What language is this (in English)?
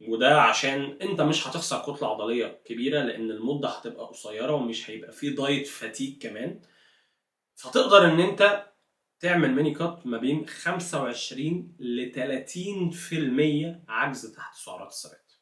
Egyptian Arabic